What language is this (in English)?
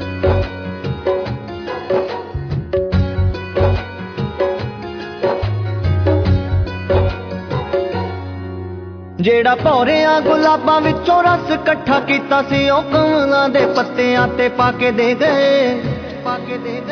Punjabi